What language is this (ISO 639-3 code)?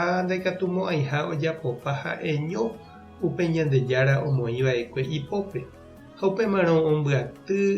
grn